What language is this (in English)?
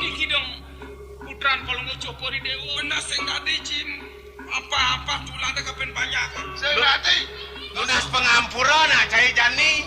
Balinese